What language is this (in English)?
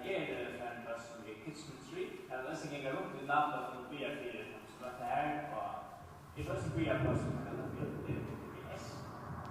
Faroese